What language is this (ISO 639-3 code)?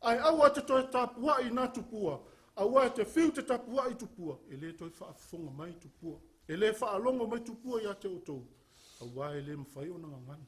smo